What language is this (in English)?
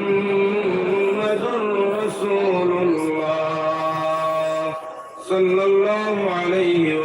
Sylheti